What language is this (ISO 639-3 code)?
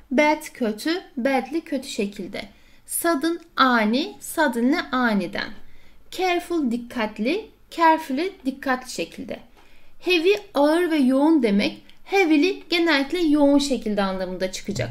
tur